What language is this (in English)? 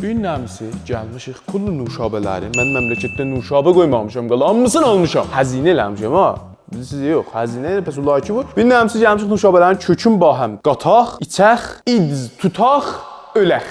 South Azerbaijani